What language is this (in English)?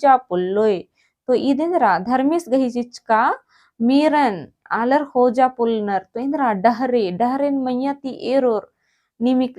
Kurukh